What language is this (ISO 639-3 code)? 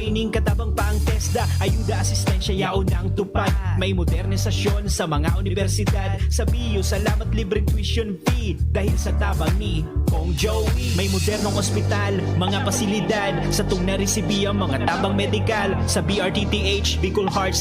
bik